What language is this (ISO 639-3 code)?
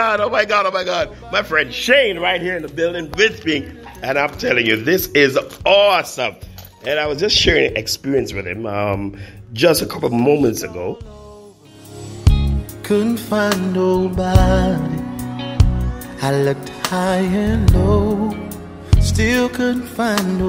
eng